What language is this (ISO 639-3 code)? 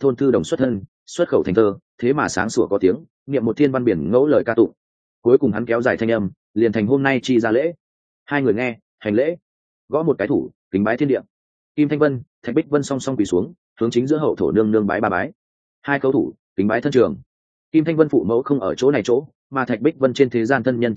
vie